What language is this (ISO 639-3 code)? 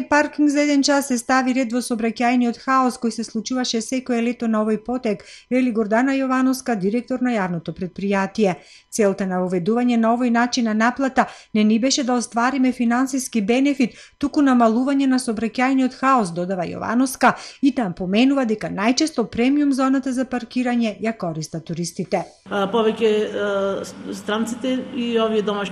mkd